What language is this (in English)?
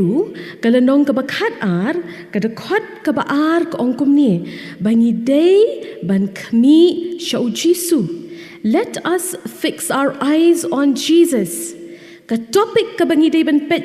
Khasi